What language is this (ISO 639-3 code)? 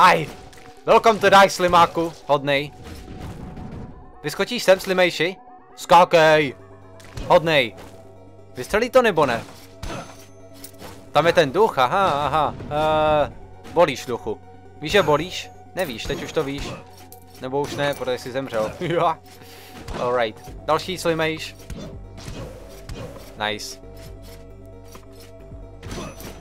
ces